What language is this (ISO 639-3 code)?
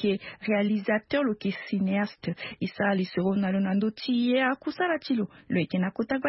sag